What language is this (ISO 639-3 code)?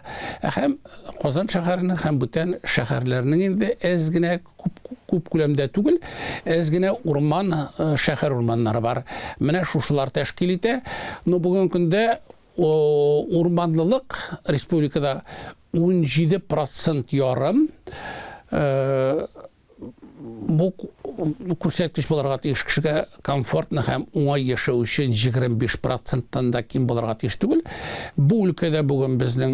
tat